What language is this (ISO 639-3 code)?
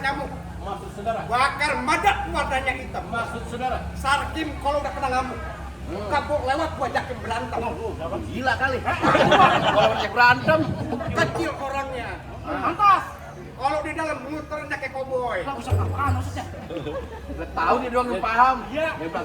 bew